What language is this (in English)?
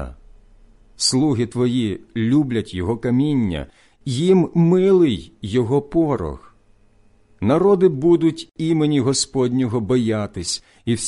Ukrainian